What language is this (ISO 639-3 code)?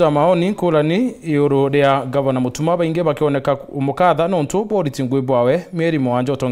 mer